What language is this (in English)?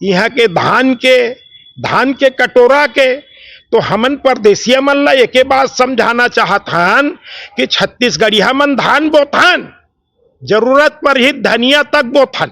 Chhattisgarhi